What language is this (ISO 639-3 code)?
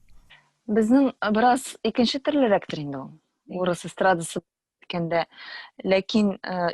tat